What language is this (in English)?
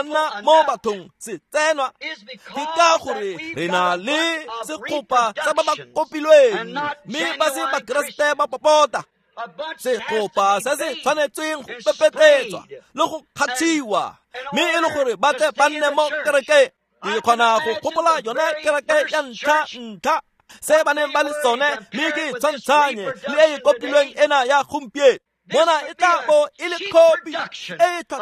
Tswana